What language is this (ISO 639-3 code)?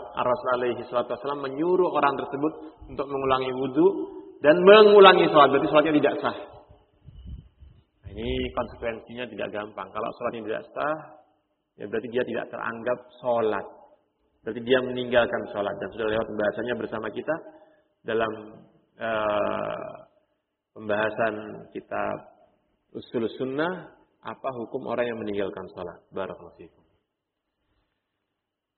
ind